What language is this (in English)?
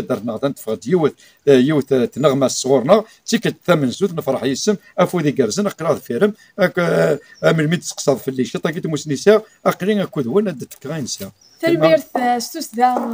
Kabyle